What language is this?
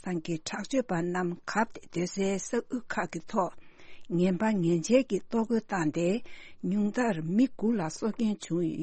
Tibetan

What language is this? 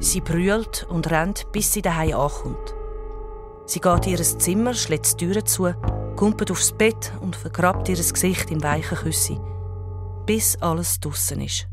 Swiss German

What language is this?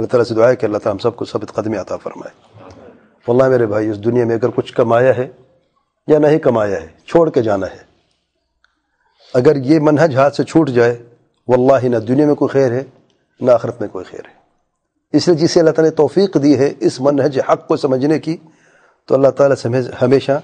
Urdu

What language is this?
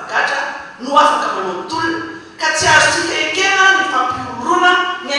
Malagasy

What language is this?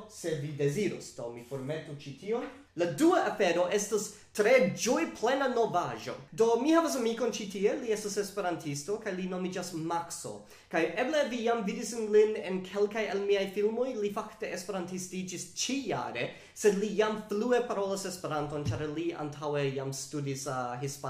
Esperanto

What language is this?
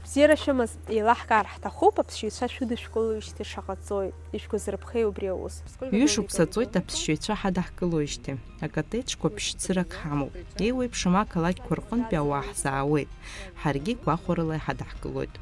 Abkhazian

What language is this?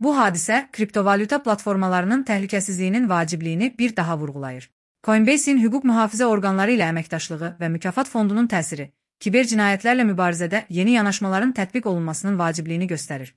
Azerbaijani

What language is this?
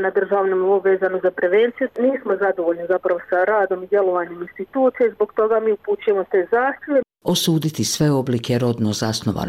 Bosnian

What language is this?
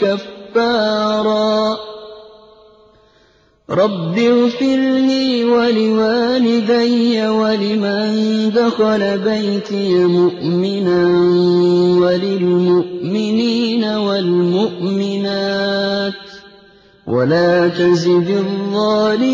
Arabic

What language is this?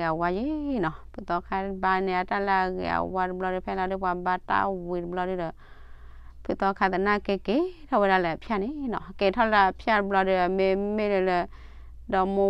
S'gaw Karen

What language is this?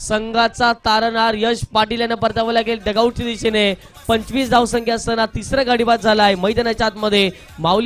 Marathi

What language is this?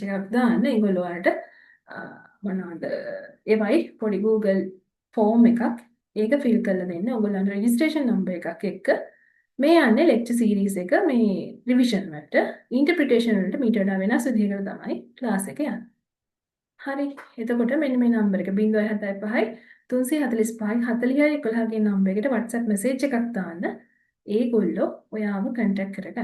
Sinhala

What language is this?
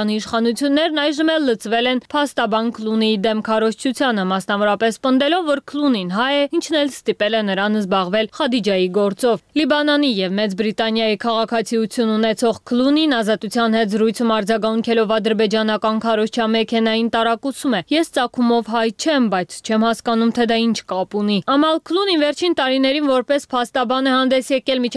Armenian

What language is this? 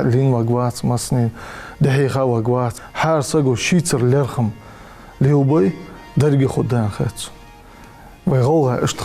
Ingush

